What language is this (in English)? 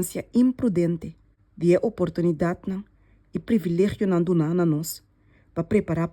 Papiamento